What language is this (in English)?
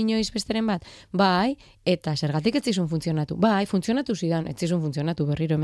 Basque